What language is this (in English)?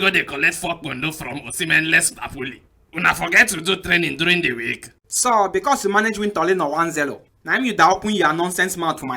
Nigerian Pidgin